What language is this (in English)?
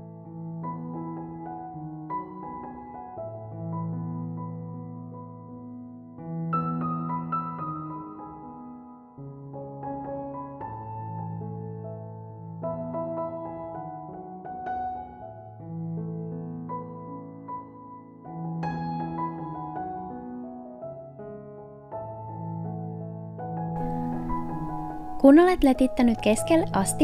Finnish